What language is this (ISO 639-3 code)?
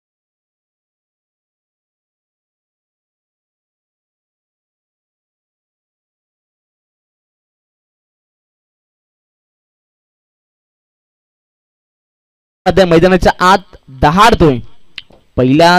mar